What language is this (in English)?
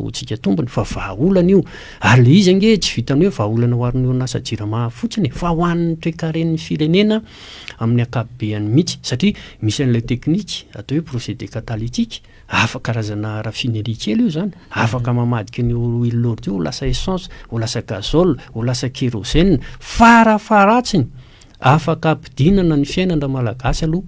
Malagasy